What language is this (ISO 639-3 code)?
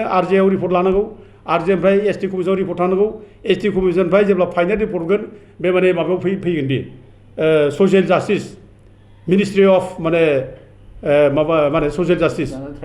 brx